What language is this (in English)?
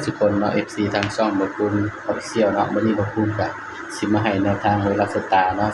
Northeastern Thai